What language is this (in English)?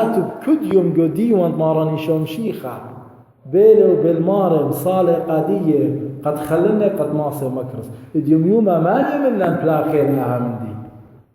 Assyrian Neo-Aramaic